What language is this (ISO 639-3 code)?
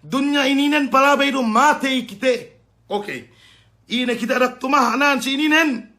yka